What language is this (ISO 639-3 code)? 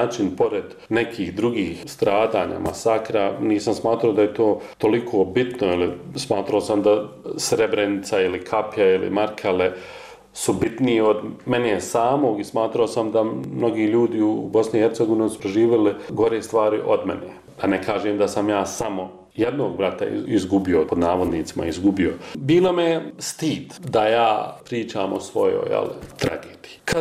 bos